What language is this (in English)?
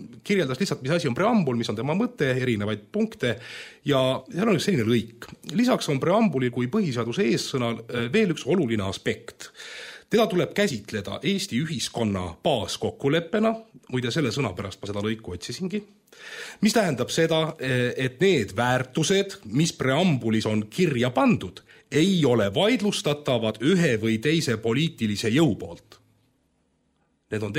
Estonian